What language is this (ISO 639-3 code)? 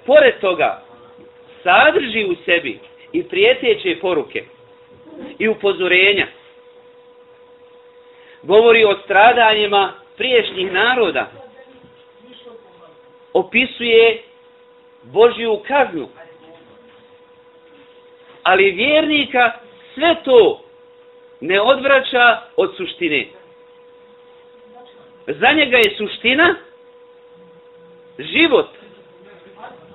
bos